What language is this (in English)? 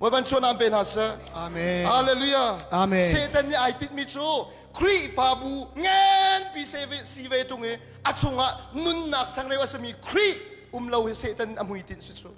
Hakha Chin